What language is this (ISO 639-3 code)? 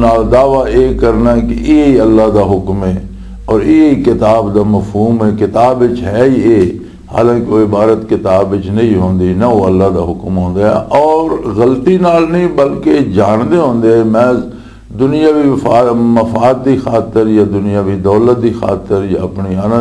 lah